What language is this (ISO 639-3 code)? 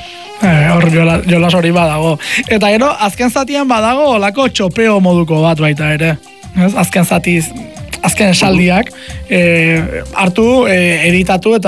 eus